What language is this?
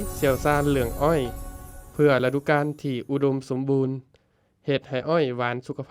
Lao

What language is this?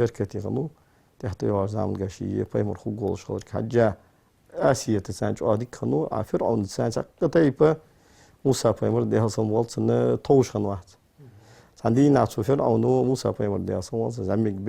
Ingush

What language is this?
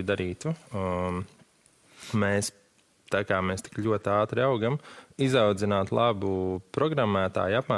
Latvian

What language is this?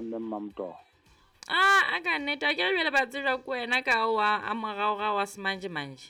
Southern Sotho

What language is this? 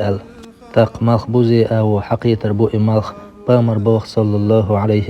Chechen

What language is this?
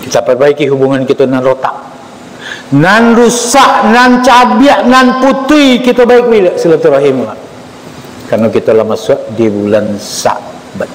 Minangkabau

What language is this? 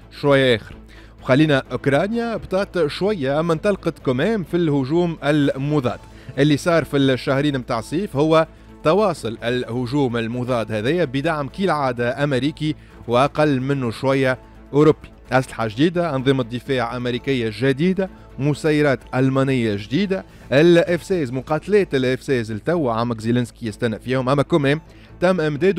Tunisian Arabic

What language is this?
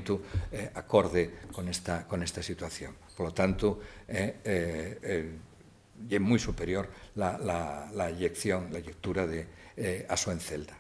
Asturian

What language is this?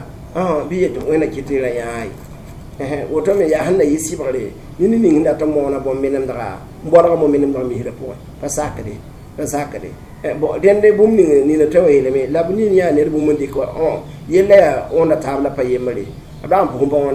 Mossi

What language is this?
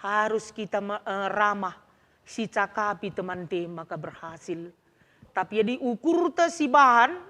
Batak Karo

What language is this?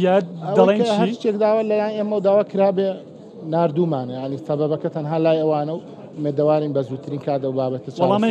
Central Kurdish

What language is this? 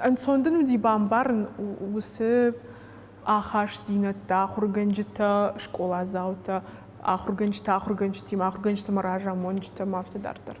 Ossetic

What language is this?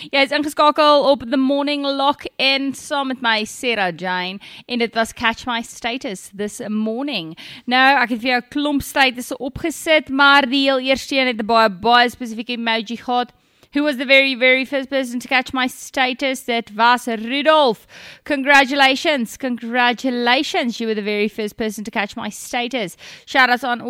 Afrikaans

